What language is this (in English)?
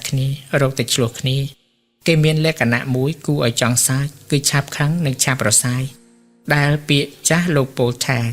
Khmer